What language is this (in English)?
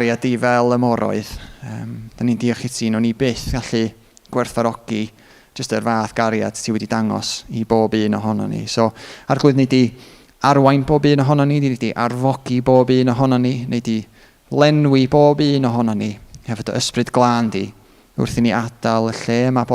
Welsh